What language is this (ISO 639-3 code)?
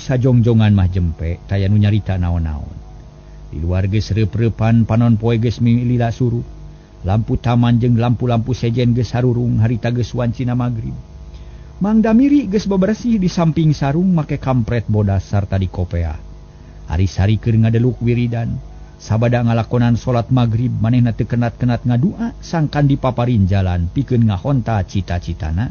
sun